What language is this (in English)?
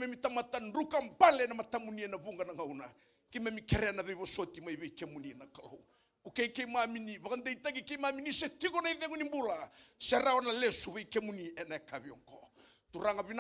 Fijian